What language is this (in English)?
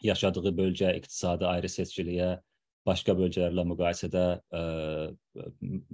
South Azerbaijani